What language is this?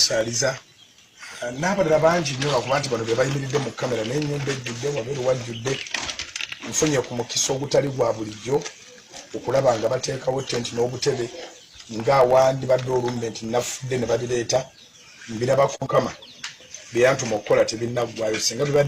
Ganda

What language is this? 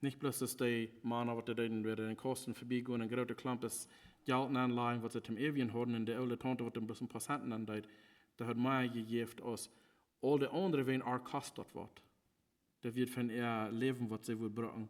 Plautdietsch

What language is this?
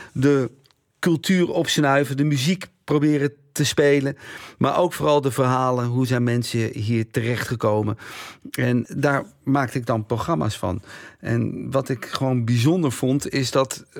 Dutch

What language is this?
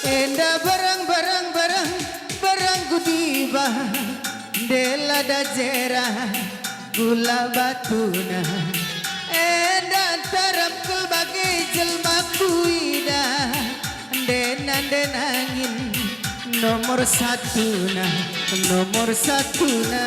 Batak Karo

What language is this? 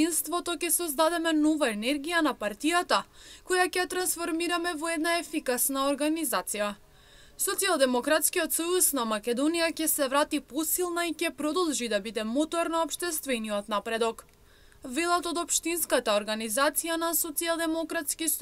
Macedonian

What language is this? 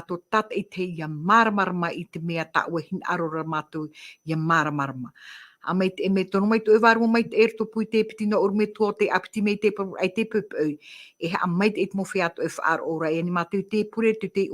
Tahitian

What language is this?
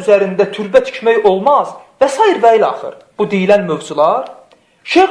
Azerbaijani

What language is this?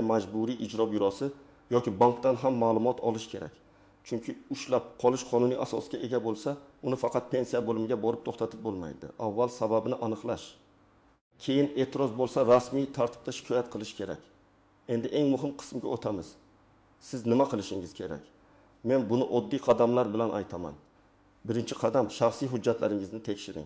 Uzbek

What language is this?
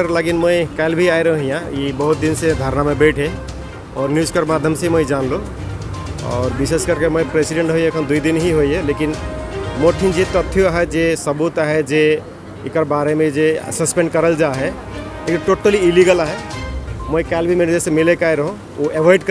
Sadri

